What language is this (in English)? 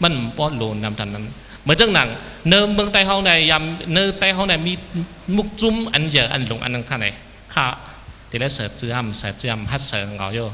Shan